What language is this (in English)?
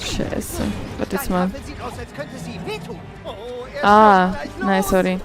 Swiss German